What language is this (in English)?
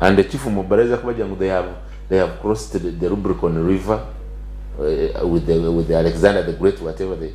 Nyankole